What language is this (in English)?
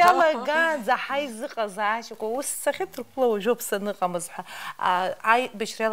Abkhazian